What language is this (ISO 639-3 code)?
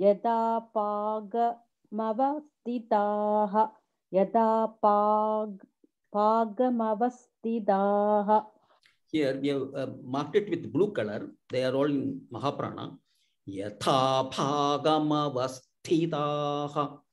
san